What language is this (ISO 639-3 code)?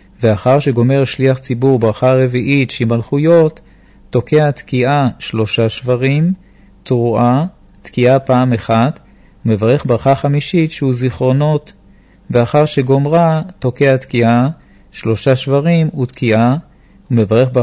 heb